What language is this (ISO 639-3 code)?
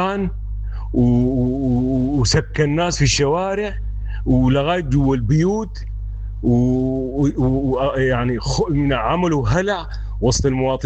apd